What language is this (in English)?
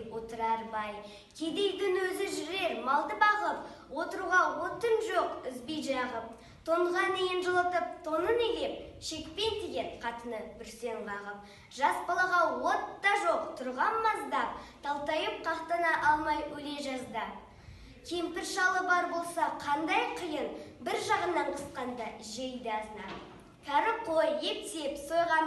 Kazakh